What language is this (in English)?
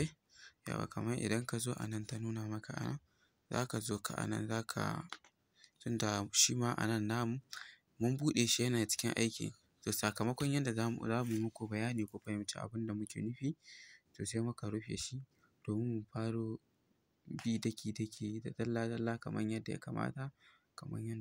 Hausa